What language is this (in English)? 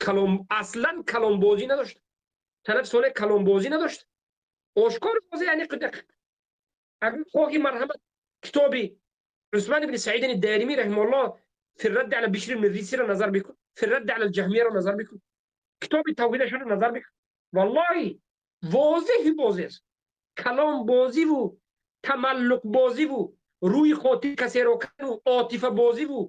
Tajik